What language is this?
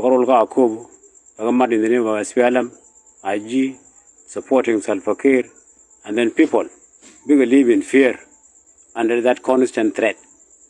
Nuer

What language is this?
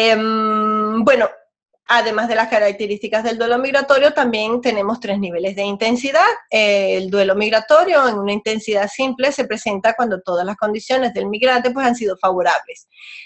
Spanish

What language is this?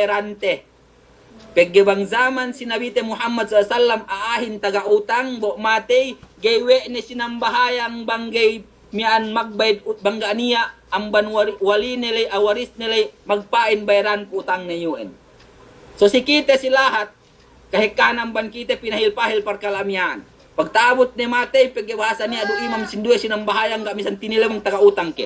Yakan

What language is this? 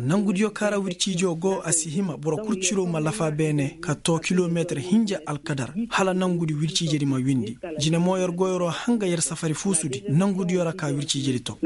Koyraboro Senni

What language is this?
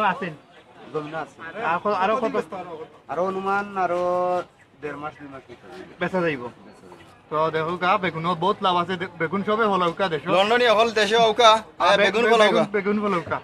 Sylheti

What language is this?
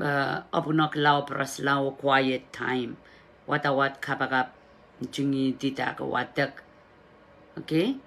Pohnpeian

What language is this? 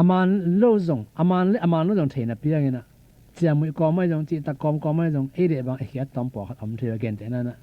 Tedim Chin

